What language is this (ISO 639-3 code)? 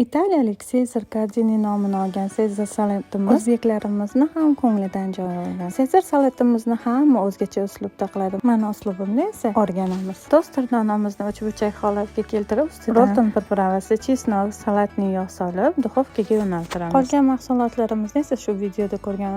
uzb